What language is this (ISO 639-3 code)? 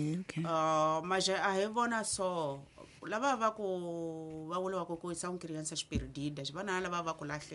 tso